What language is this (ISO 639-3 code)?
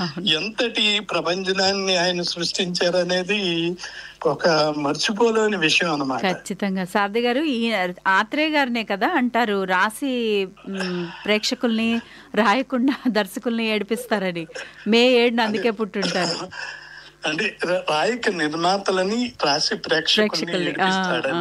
tel